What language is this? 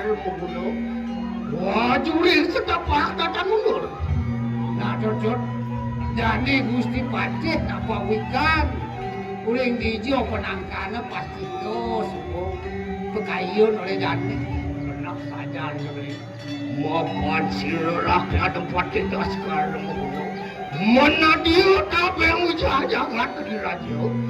Balinese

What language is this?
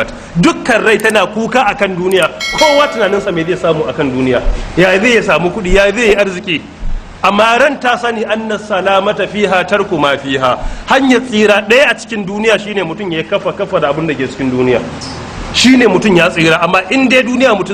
Hausa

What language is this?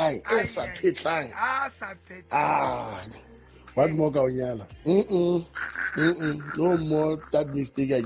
Southern Sotho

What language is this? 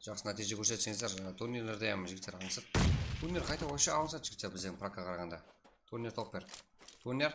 Kara-Kalpak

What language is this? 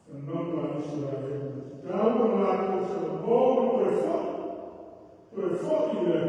Samoan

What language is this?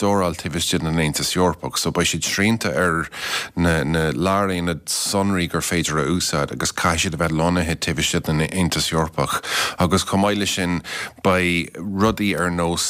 Irish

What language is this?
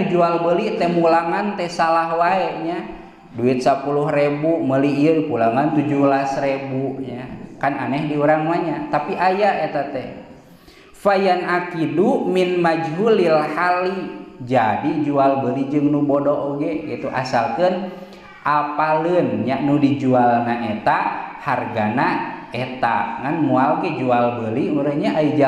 Sundanese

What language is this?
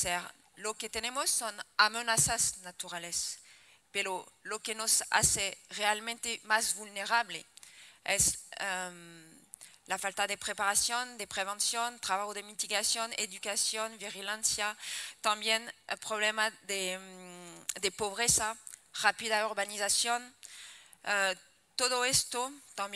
Spanish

